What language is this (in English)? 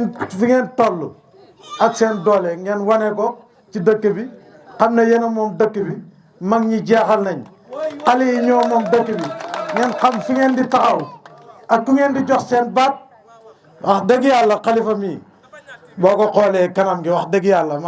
Wolof